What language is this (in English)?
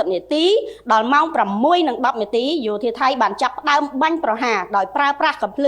Khmer